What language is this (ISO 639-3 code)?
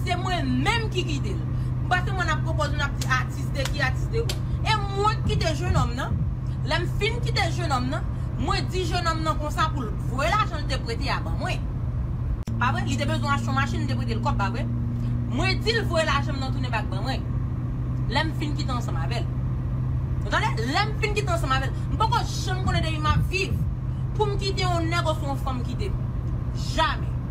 hat